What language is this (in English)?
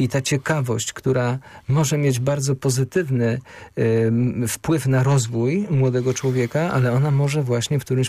Polish